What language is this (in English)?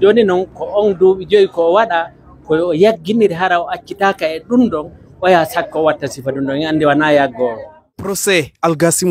Pular